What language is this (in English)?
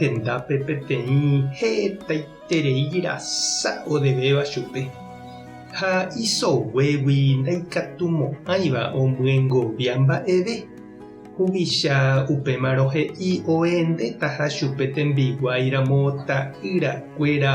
Guarani